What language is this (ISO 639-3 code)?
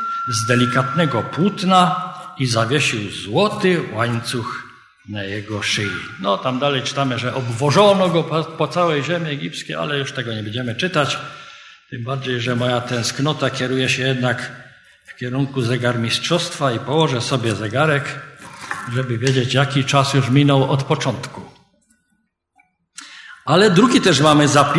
pol